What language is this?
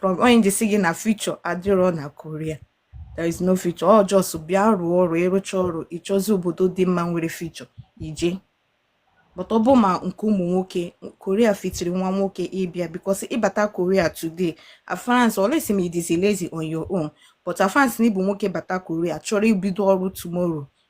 Igbo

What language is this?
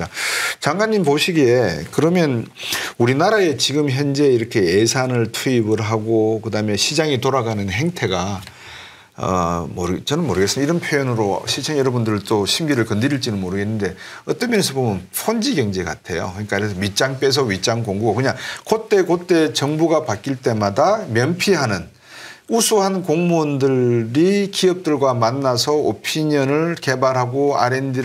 Korean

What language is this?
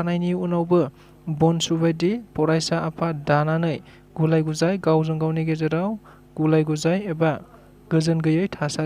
Bodo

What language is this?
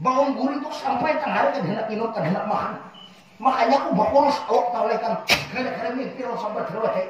Banjar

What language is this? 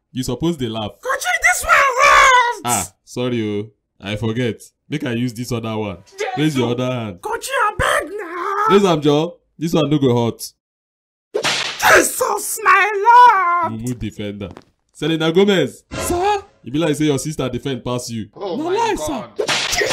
Nigerian Pidgin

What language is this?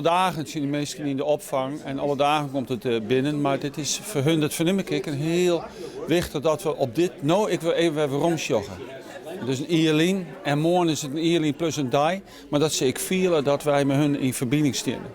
Western Frisian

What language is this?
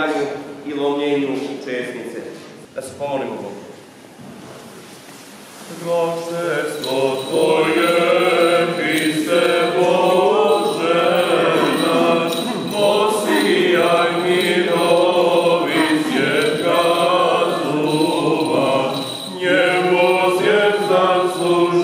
Serbian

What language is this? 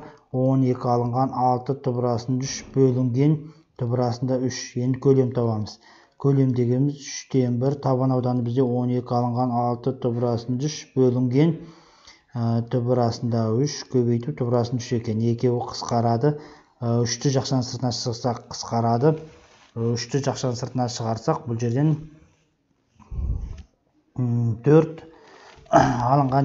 Kazakh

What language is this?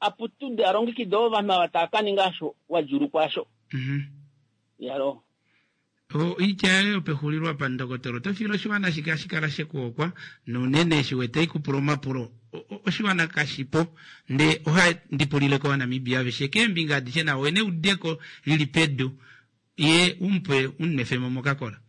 Kuanyama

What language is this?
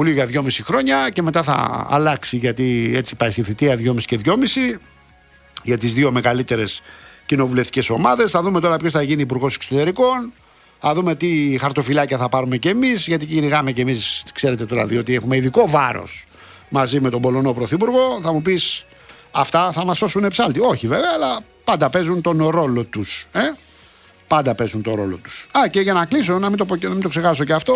Greek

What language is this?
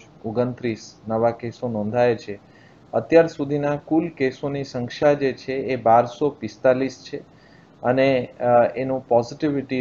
Gujarati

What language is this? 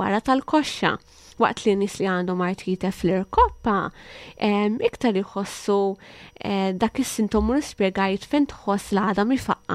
Maltese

